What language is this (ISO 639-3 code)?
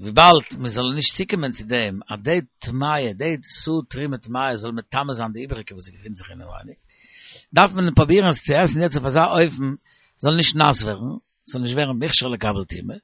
yid